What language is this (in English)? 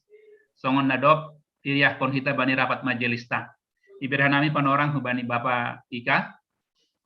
Batak Simalungun